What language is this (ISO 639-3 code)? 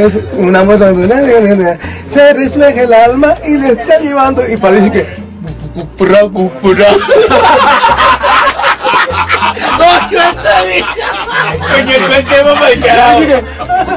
spa